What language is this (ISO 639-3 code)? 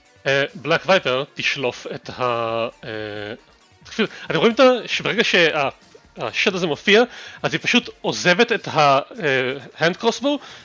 heb